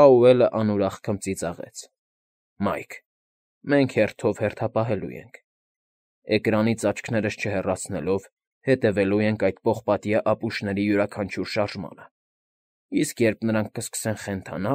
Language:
Armenian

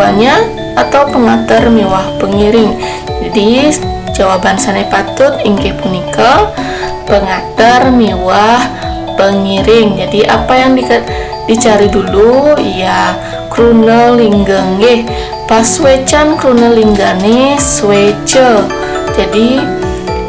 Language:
Balinese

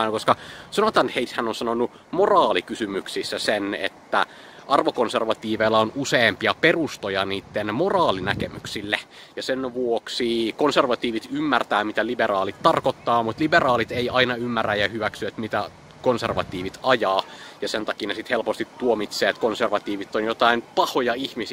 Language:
Finnish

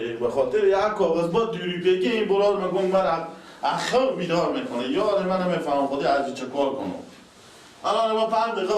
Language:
Persian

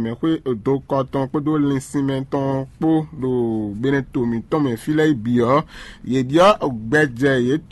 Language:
Fon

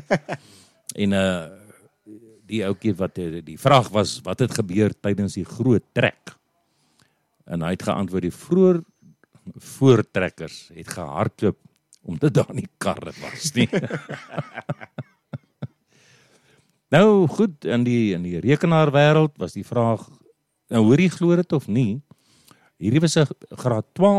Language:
Afrikaans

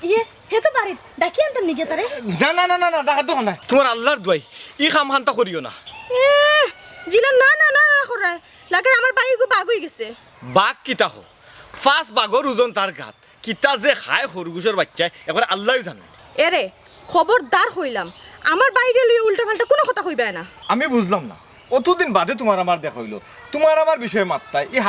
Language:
Sylheti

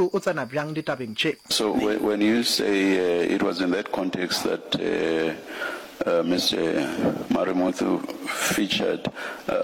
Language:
Northern Sotho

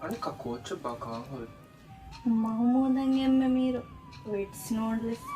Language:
Divehi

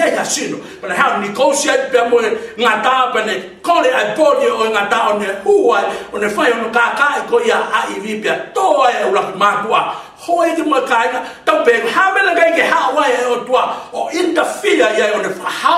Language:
Tongan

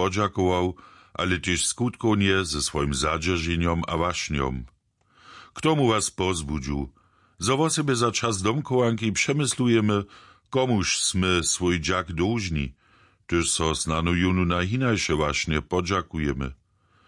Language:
Upper Sorbian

